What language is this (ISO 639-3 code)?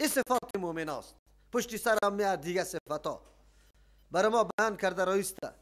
fas